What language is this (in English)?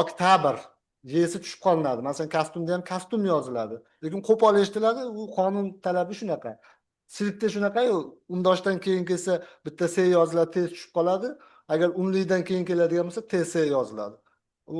Uzbek